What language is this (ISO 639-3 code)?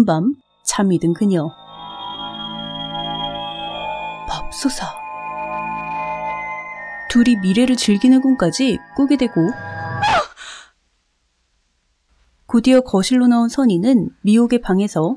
kor